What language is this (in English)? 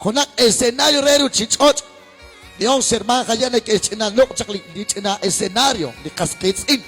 Kekchí